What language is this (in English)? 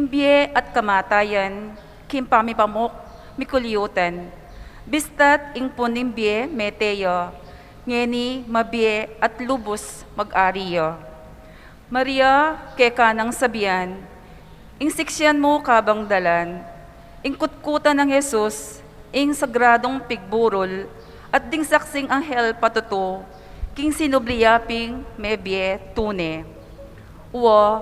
Pampanga